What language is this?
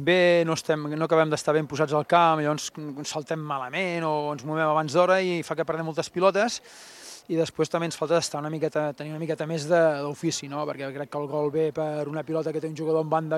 Catalan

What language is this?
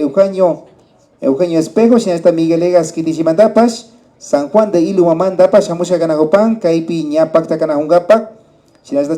Imbabura Highland Quichua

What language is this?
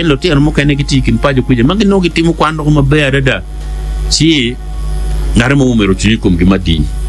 Acoli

